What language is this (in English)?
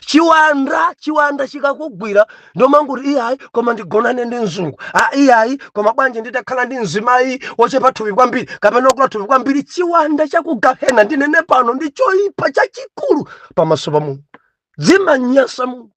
Nyanja